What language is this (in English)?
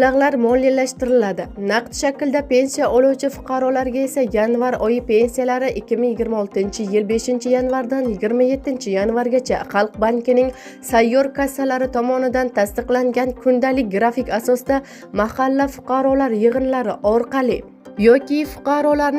Uzbek